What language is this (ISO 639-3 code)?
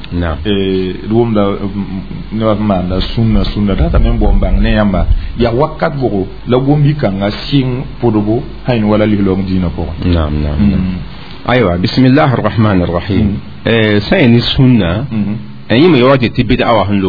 mos